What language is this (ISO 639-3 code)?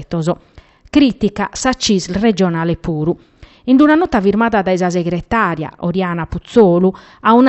srd